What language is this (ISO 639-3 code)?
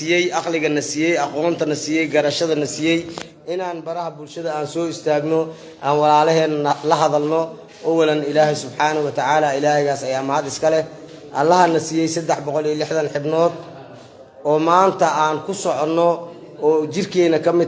som